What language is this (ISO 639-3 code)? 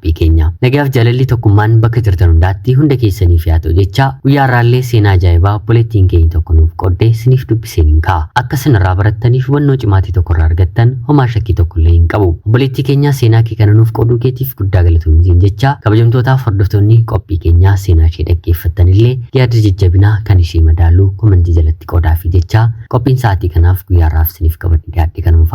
orm